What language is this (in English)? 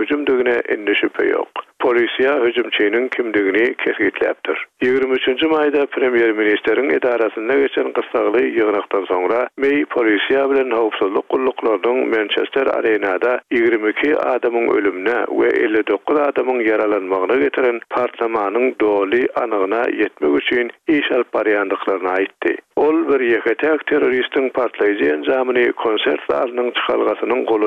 Turkmen